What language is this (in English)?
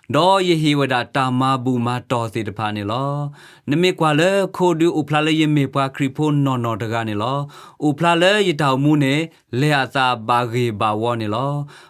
S'gaw Karen